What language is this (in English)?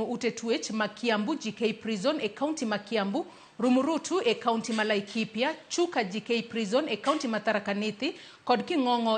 Luo (Kenya and Tanzania)